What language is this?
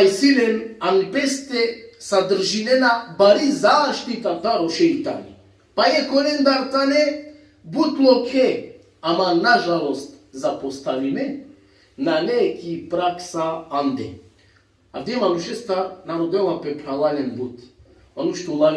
Balkan Romani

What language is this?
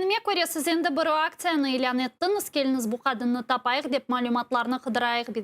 Crimean Tatar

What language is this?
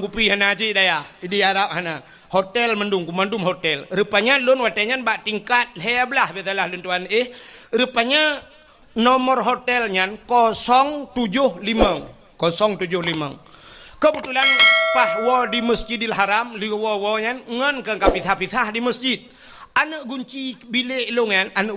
Achinese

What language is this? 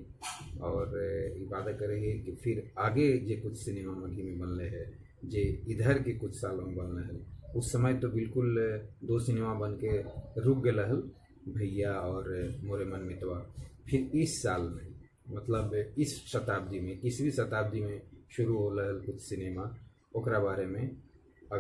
Magahi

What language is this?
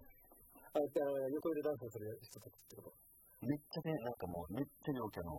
Japanese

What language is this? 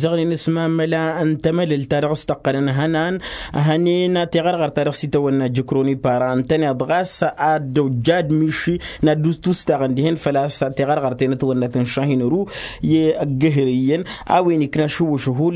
Tamasheq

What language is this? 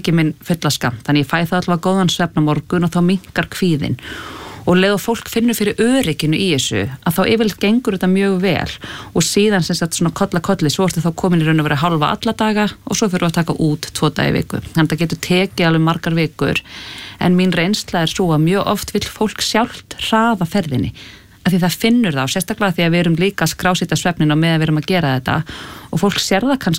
Icelandic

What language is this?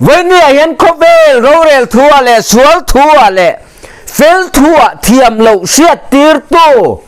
Mizo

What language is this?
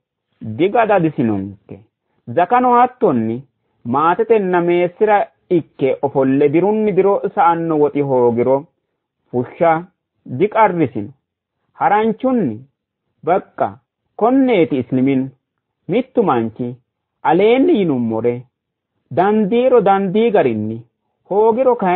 Sidamo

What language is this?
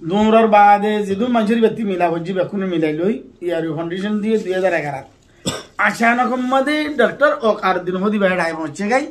Rohingya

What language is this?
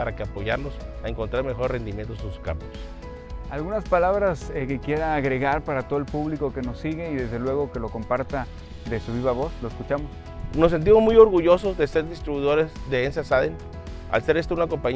Spanish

